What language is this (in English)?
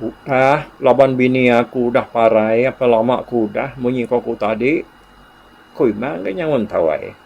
Iban